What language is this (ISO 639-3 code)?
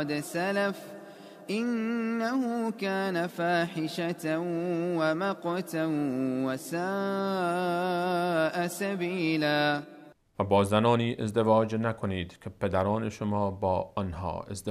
fas